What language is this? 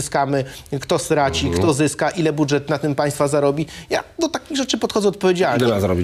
Polish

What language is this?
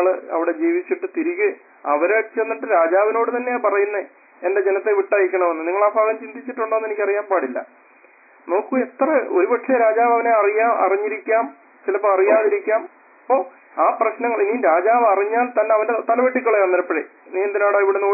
Malayalam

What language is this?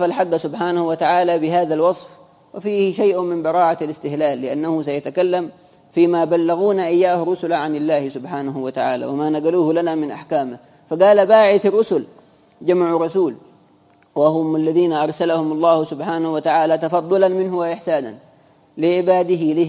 Arabic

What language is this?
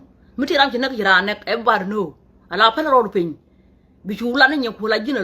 Nuer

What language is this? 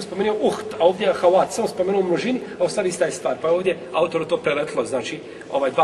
Bosnian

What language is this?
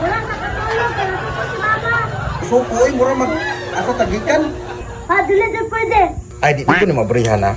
Cebuano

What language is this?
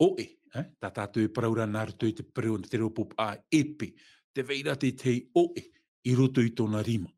Tahitian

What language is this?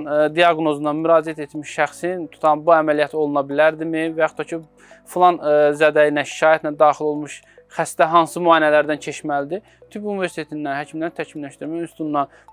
Azerbaijani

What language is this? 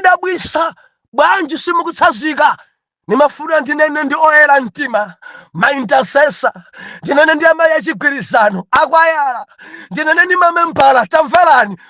Nyanja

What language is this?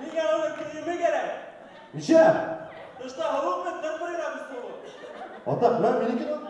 Bashkir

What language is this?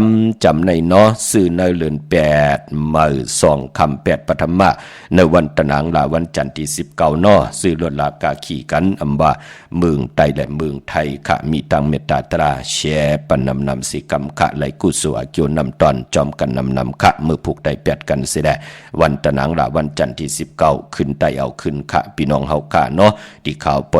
Shan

